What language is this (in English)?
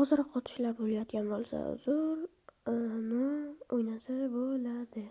Uzbek